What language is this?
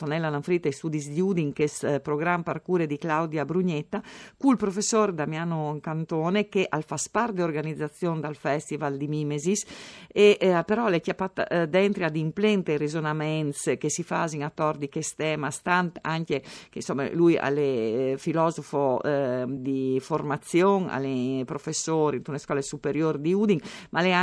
Friulian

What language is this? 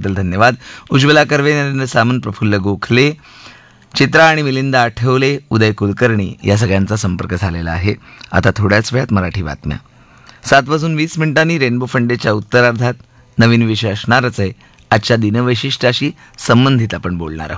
Marathi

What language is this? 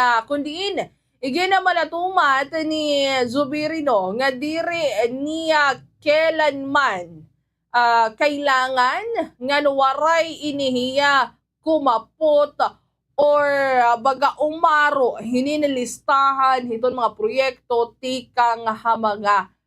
Waray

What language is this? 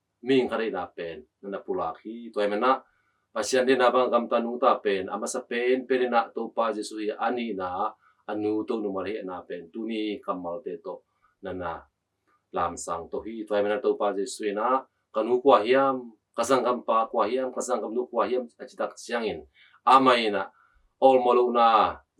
Tedim Chin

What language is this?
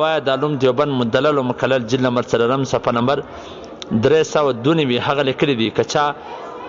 Pashto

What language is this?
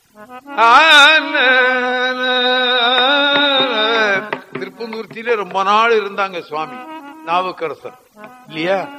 Tamil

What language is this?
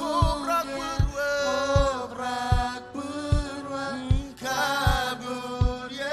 Marshallese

